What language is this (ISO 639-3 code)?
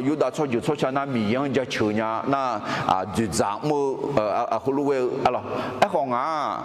ahk